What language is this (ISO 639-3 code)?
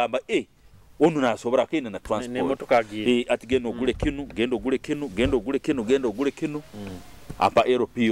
nyo